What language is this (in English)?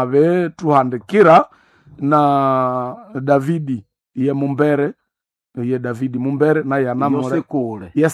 Nande